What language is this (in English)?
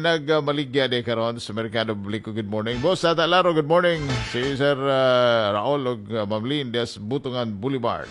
Cebuano